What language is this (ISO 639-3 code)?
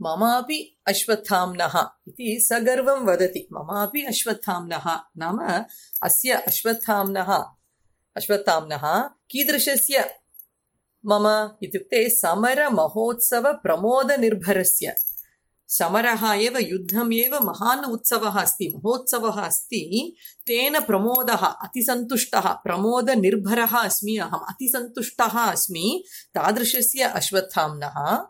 san